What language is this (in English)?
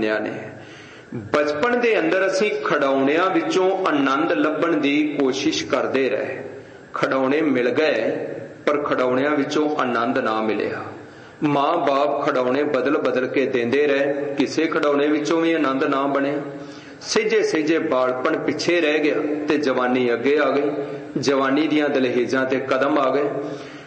Punjabi